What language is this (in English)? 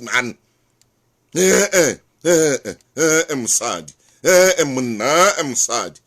Southern Sotho